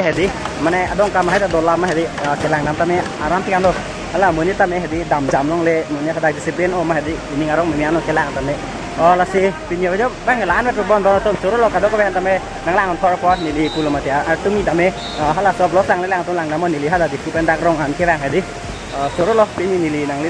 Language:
Karbi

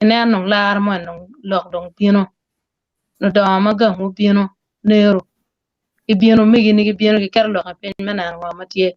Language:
Acoli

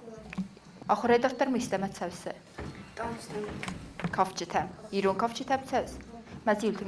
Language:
Ossetic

